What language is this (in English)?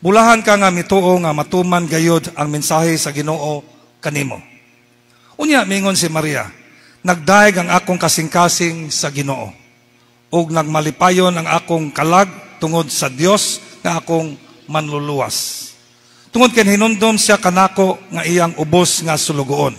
Cebuano